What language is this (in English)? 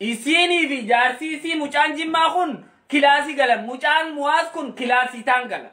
Oromo